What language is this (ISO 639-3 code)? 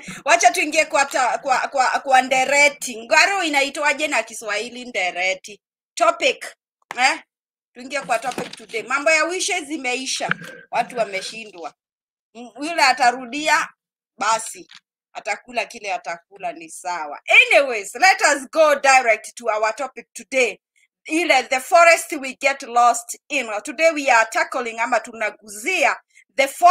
swa